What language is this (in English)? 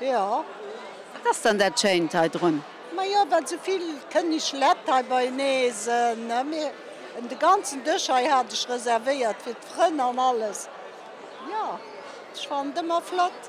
Luxembourgish